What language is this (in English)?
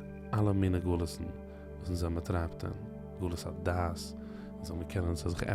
Yiddish